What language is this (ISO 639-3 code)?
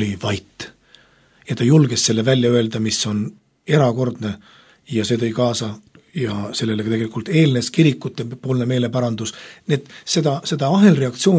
est